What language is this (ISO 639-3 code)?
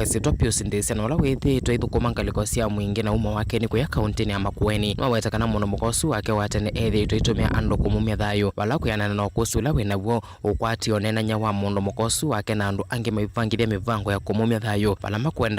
kam